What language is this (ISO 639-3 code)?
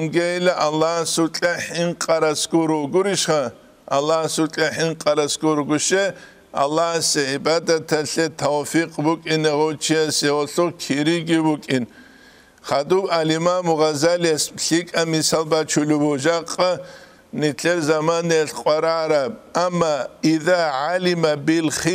ava